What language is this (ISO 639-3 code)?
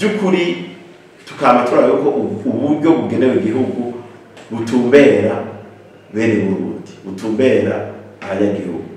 run